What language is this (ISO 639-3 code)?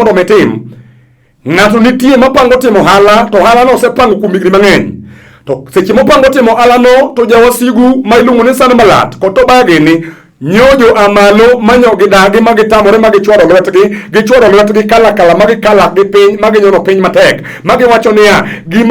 luo